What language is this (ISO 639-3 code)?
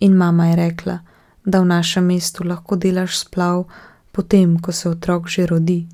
slv